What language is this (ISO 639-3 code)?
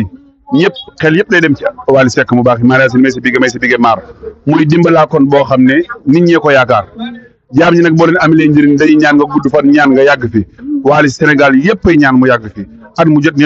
wol